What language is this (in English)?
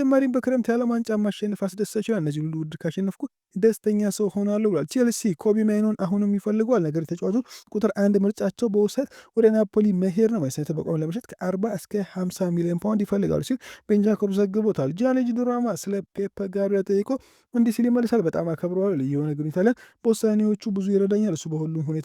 Amharic